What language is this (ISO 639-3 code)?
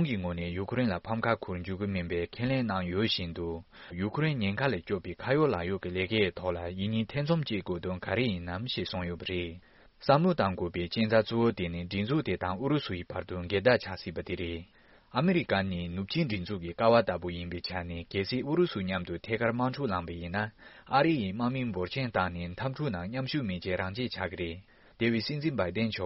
bod